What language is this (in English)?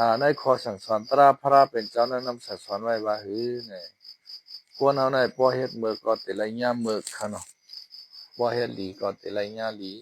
Shan